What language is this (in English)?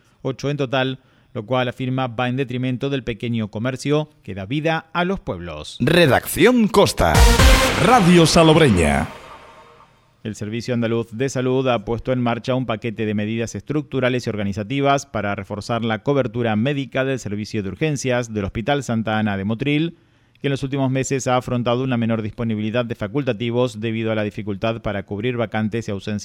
Spanish